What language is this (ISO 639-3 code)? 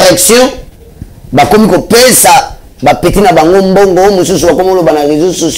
lin